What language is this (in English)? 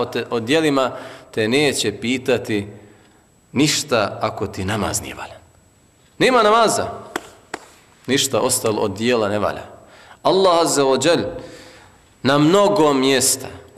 Bosnian